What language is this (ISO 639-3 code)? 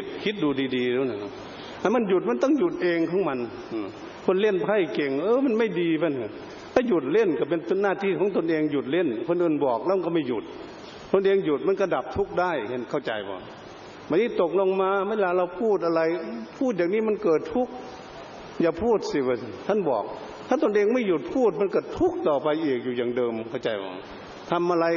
tha